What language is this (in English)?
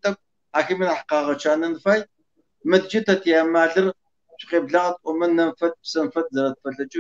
Kabardian